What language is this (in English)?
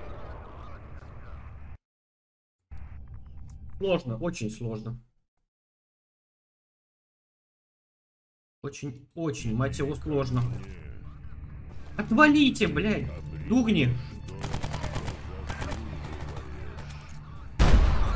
Russian